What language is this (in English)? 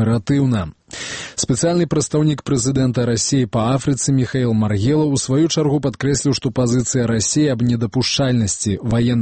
Belarusian